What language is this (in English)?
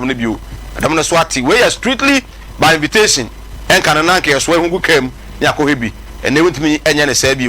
Akan